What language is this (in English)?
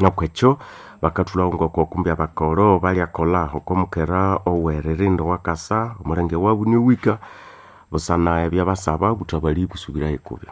Nande